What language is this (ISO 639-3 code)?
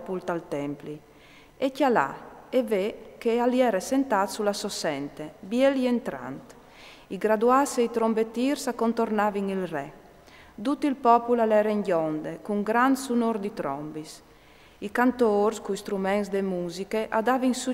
fur